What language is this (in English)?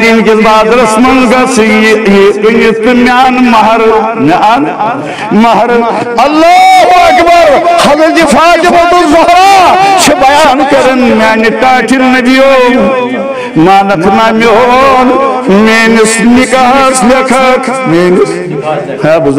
Kashmiri